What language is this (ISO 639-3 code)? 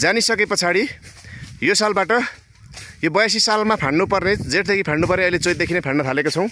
nep